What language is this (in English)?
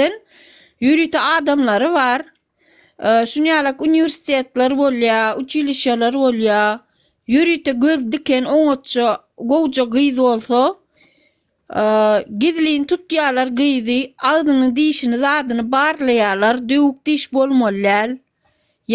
Turkmen